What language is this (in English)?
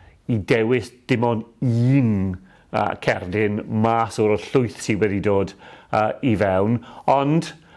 Welsh